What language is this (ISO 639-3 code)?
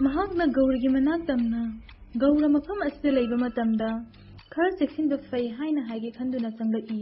mni